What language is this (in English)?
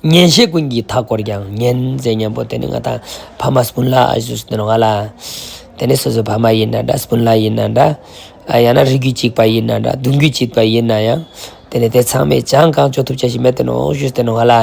Ladakhi